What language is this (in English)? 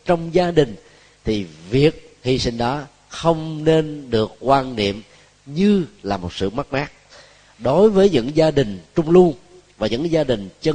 Vietnamese